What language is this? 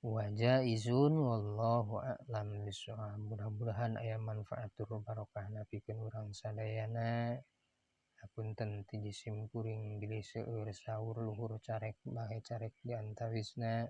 Sundanese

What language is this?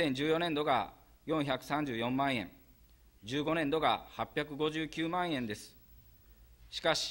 Japanese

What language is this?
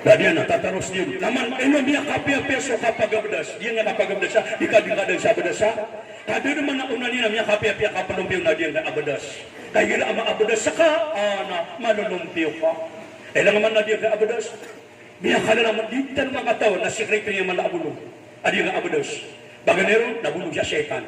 Maranao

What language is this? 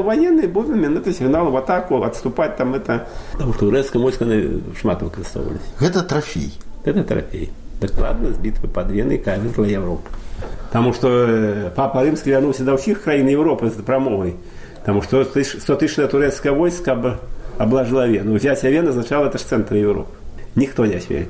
Belarusian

